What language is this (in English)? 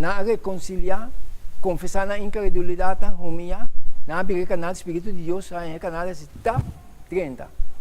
Papiamento